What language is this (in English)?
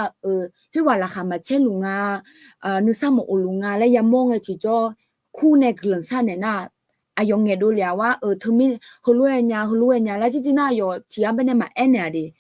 Akha